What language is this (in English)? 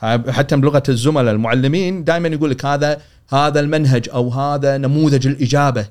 Gulf Arabic